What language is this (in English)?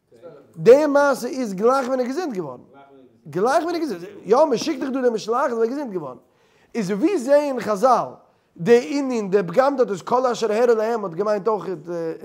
Yiddish